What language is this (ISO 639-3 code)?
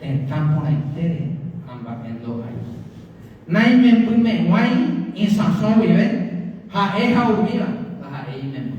grn